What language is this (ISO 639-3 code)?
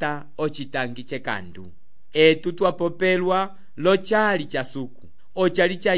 umb